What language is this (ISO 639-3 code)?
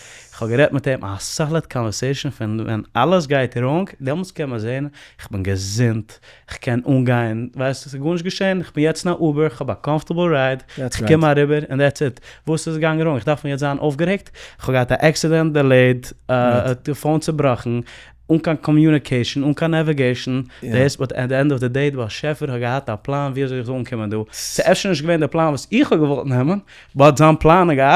yid